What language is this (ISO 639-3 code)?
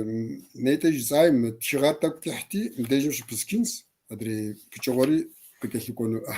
kbd